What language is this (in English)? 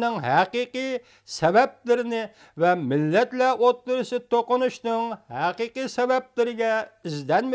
Uyghur